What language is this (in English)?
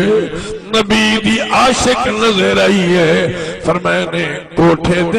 Saraiki